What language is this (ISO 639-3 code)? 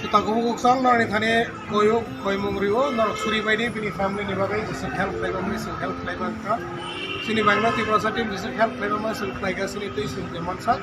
trp